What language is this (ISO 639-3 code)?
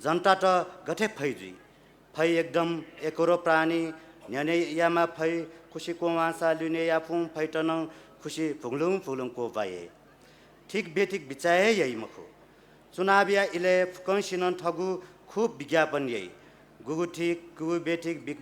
new